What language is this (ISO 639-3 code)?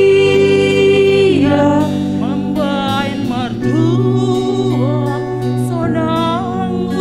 bts